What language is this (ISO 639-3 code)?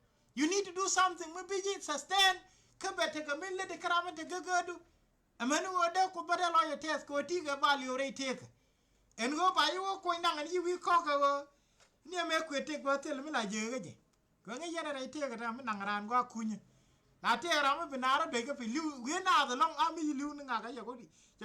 nus